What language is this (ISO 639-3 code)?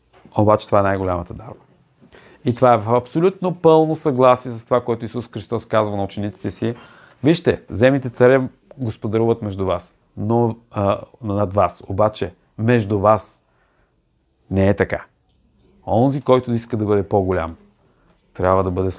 bul